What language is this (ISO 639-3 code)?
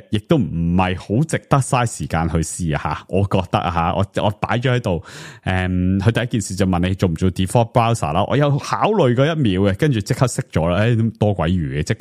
yue